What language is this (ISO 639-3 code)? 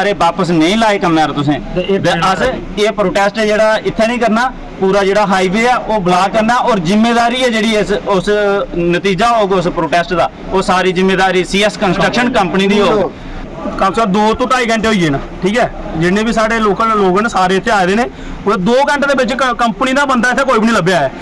doi